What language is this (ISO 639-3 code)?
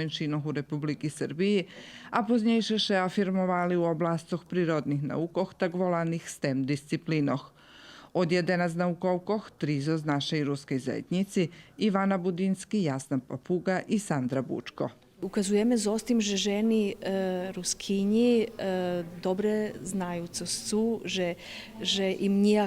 rue